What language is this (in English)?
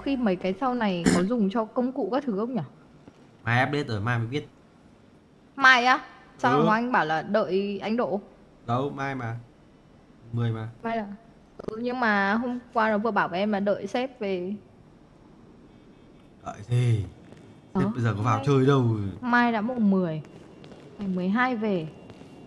Vietnamese